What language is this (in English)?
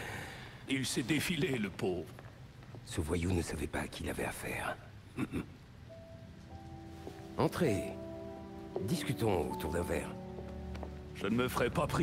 French